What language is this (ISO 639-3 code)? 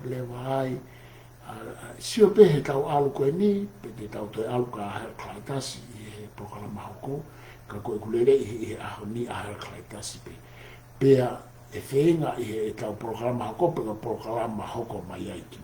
ton